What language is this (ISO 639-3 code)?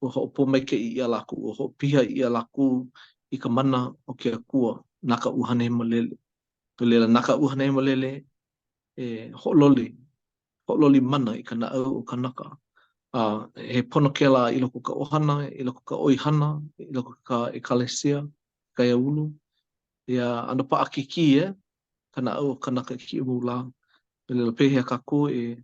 haw